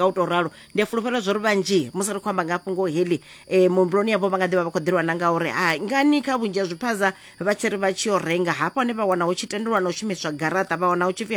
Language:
Venda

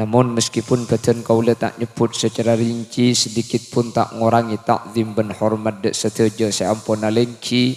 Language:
Madurese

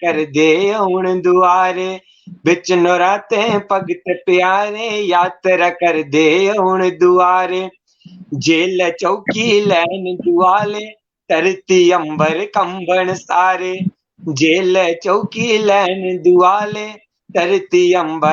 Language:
Dogri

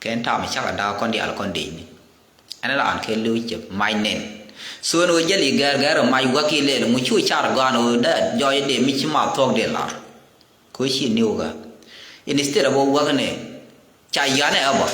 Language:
Nuer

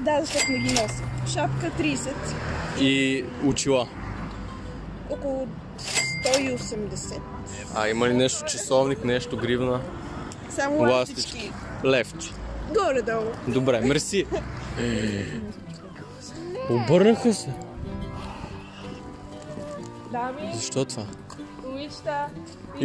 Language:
Bulgarian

